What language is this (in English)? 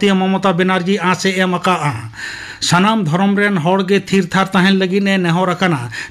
Santali